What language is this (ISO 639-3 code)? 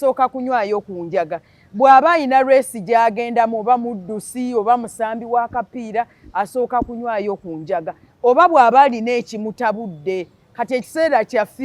lug